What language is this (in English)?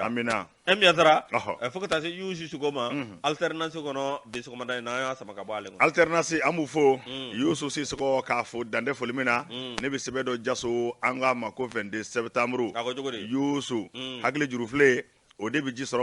Bambara